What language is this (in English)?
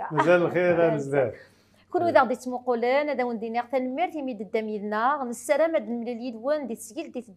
Kabyle